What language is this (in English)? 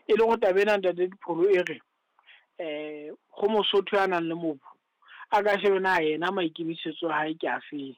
Southern Sotho